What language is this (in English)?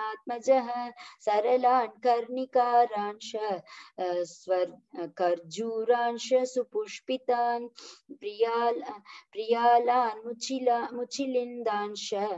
Sanskrit